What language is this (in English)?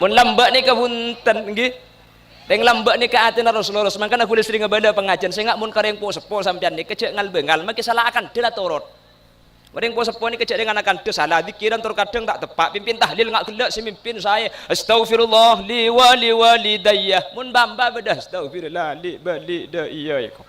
Madurese